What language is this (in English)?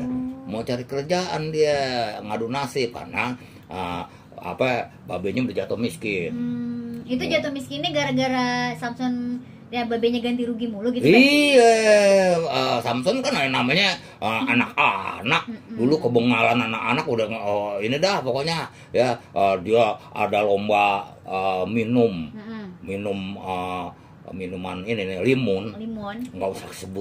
Betawi